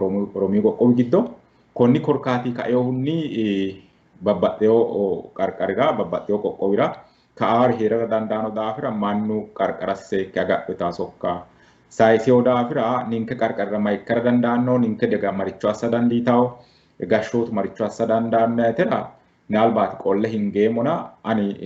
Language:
Sidamo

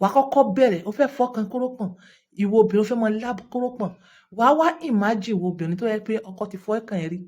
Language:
Yoruba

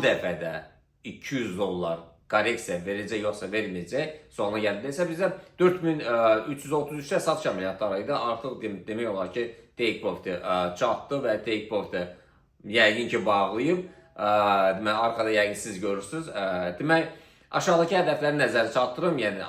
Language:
Azerbaijani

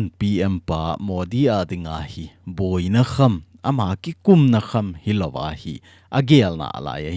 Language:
Thado Chin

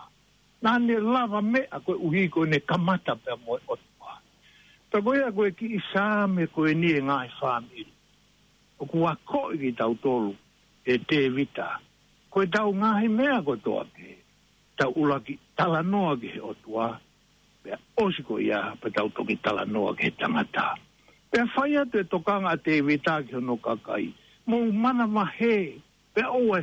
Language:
Tongan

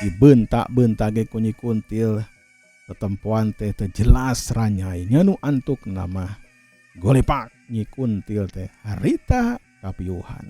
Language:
Sundanese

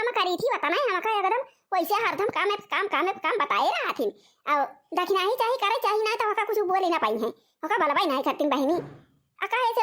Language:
Awadhi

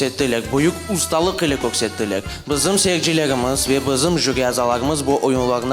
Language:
Crimean Tatar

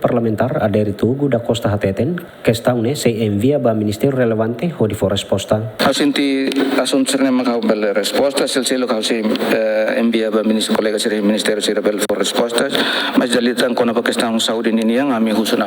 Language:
Tetum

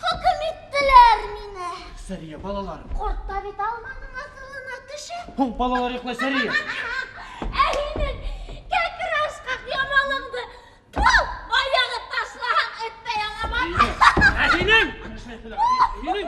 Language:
Bashkir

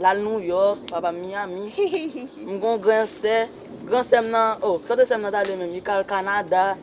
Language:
Haitian Creole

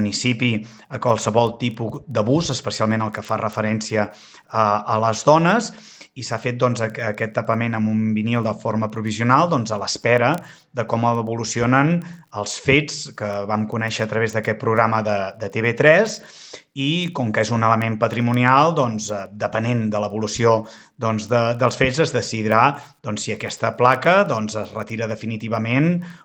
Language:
Catalan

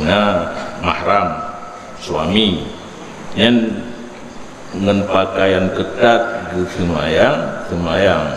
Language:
Achinese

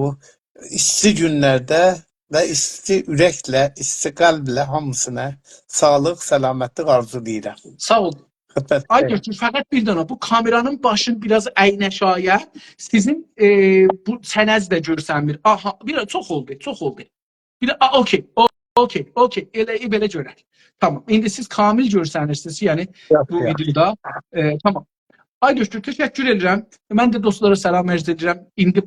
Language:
South Azerbaijani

